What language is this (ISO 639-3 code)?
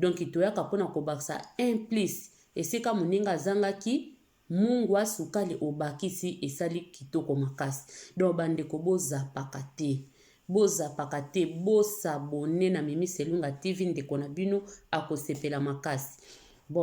lin